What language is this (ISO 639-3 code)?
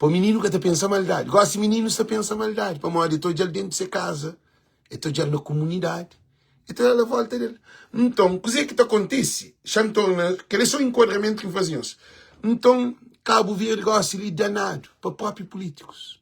kea